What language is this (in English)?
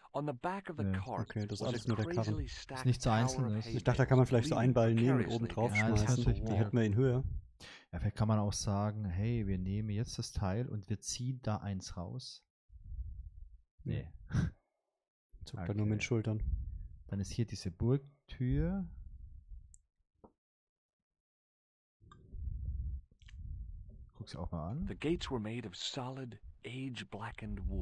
German